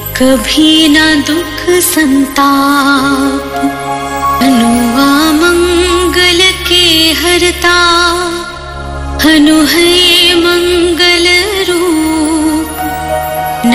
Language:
Hindi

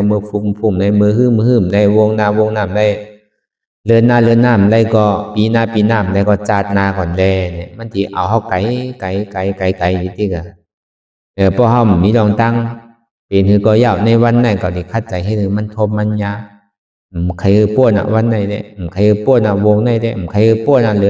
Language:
Shan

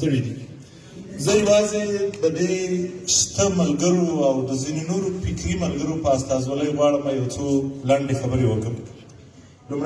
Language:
Pashto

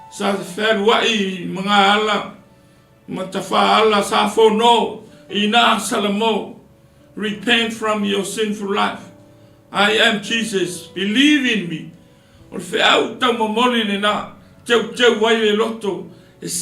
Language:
Samoan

